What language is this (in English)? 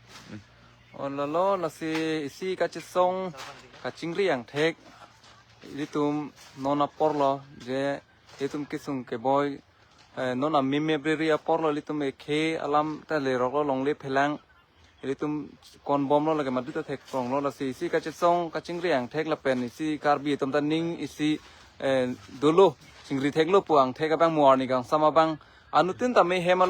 Karbi